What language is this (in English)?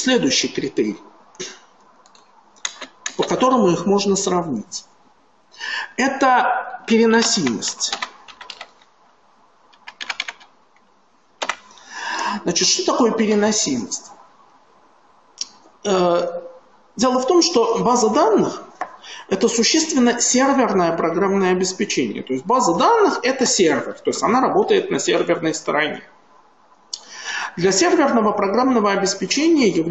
Russian